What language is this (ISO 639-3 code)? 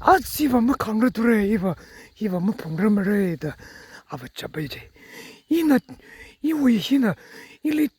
nmf